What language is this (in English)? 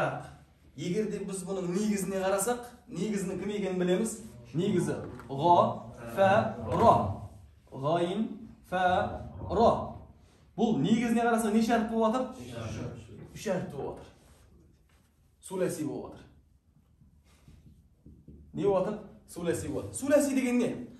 Kazakh